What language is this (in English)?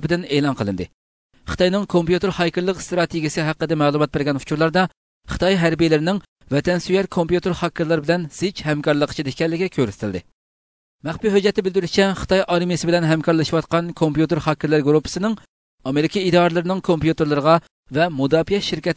Uyghur